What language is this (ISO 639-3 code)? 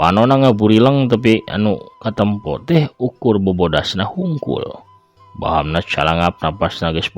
sun